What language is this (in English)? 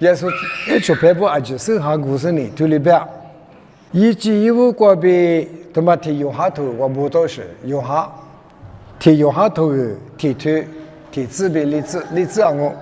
Lisu